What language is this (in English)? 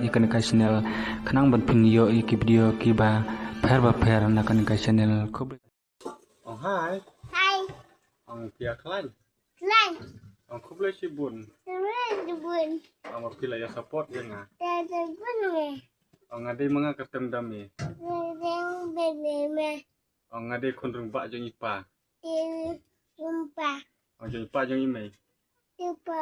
Khasi